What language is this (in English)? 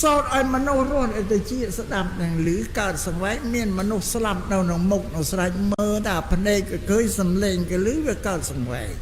Khmer